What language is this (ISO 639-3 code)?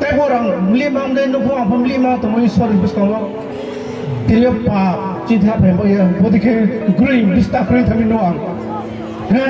ria